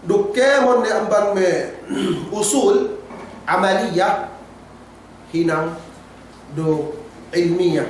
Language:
Yakan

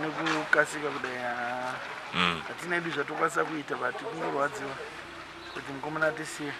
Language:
Shona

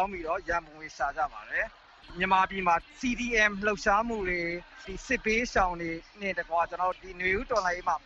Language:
Burmese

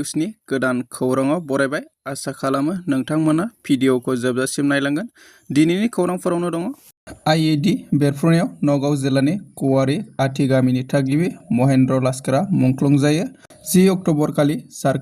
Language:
Bodo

